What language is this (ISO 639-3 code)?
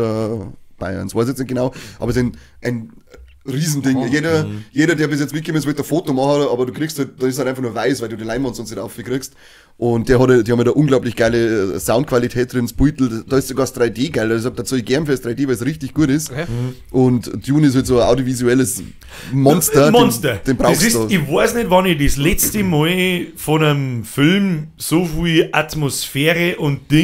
bar